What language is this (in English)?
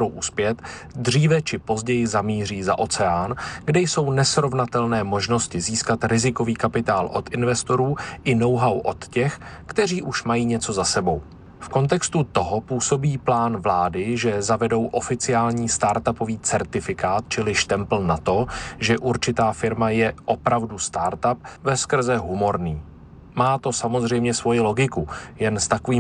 Czech